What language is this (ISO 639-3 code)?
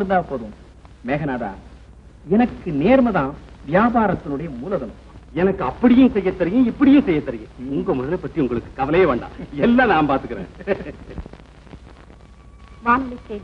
tam